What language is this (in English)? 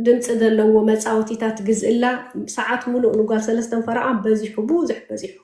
Tigrinya